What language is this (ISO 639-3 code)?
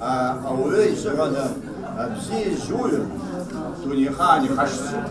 abk